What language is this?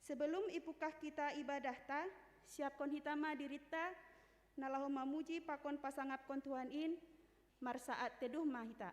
Batak Simalungun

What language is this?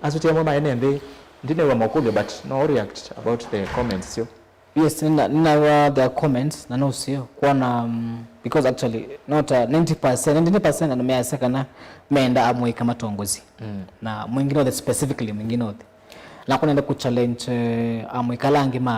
Kamba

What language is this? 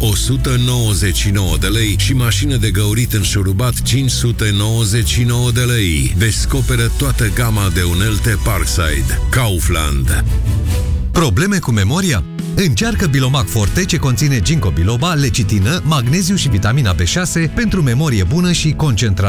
Romanian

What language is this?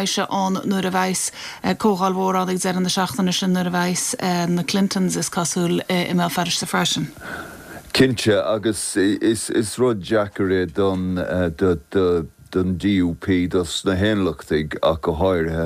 Irish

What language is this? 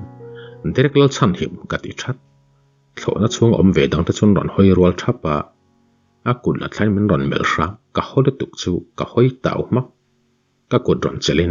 Mizo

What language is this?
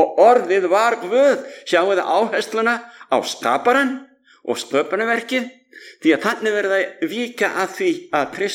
Icelandic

